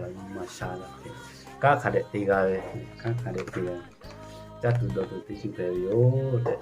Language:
Lahu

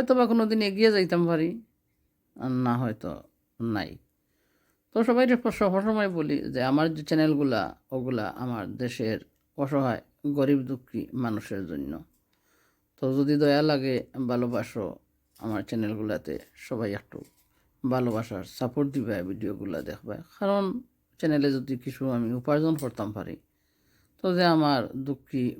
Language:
Sylheti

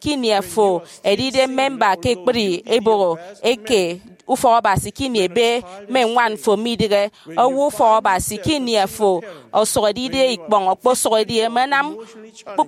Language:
Efik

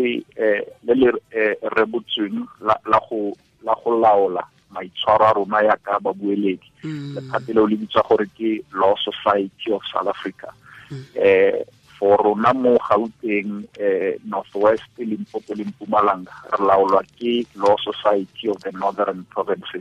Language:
Tswana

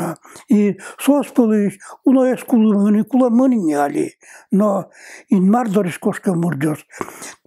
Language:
Udmurt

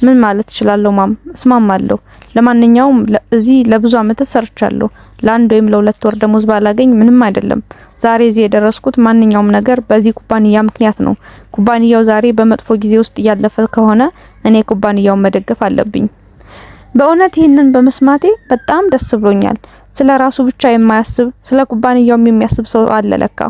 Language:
Amharic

